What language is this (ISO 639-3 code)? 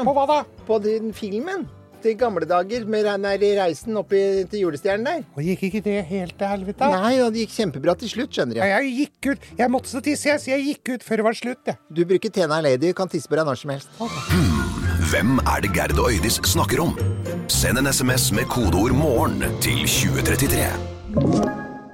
nor